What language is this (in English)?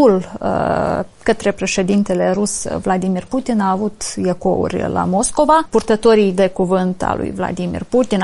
Romanian